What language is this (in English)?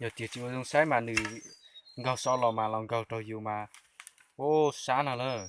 Hmong